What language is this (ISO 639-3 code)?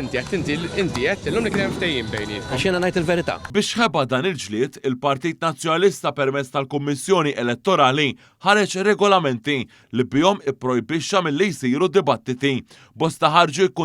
mlt